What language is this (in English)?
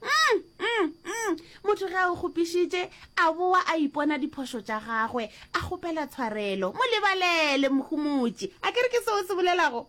Northern Sotho